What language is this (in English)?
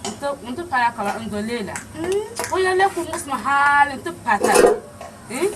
Dagbani